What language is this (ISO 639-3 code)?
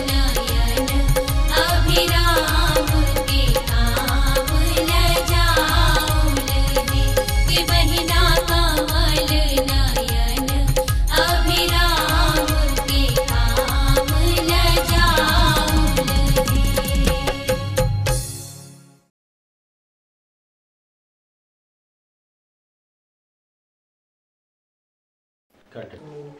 bho